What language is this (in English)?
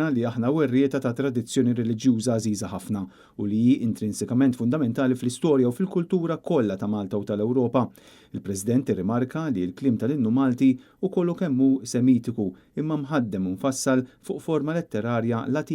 Maltese